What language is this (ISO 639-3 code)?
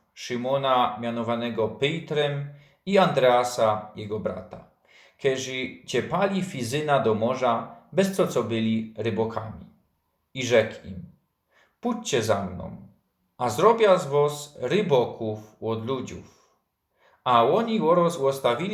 szl